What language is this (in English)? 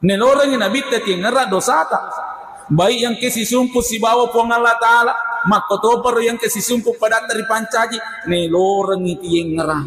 Buginese